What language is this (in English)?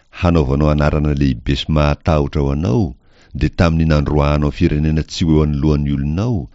Malagasy